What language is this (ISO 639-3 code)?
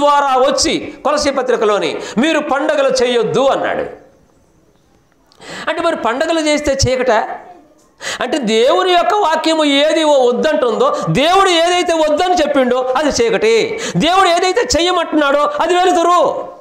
tel